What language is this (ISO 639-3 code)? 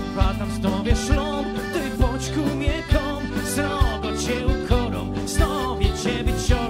szl